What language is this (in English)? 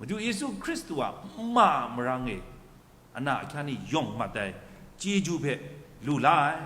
Kachin